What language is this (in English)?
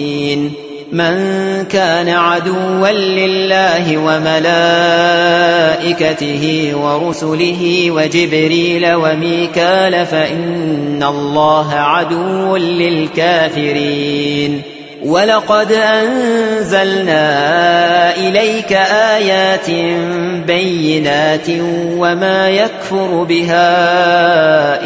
Arabic